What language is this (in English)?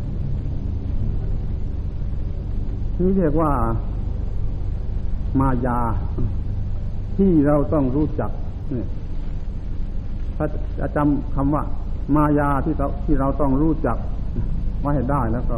Thai